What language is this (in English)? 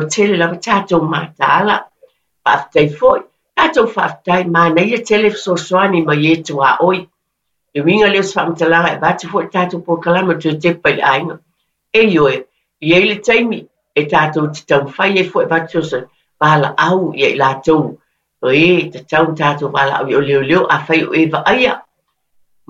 Samoan